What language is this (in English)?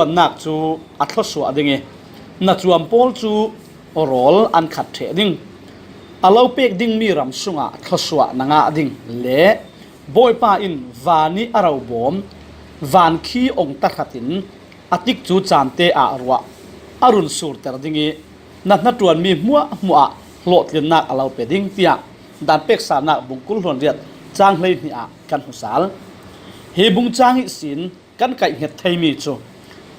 Falam Chin